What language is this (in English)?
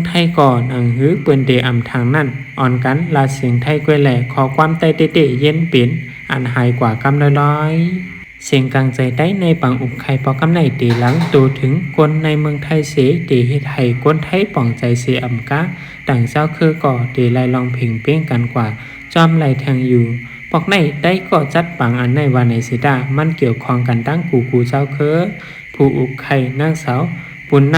Shan